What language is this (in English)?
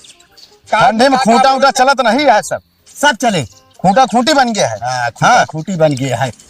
Awadhi